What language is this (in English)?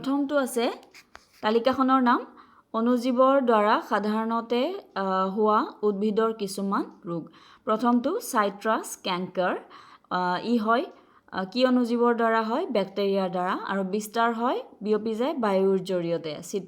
Assamese